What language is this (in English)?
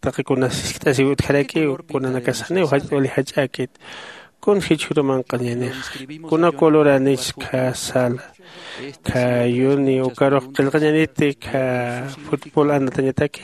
Aymara